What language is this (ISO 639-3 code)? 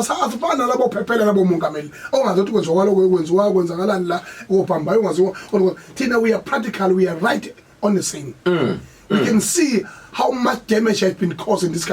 zul